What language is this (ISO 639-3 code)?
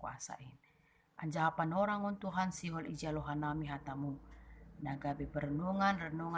bts